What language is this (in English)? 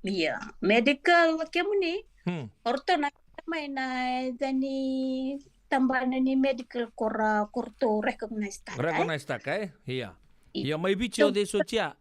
Fijian